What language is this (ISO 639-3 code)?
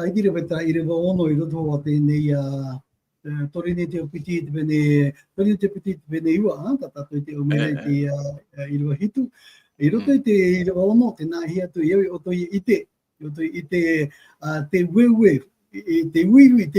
tah